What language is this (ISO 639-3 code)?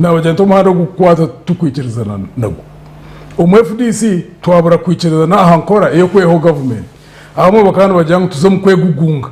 nyn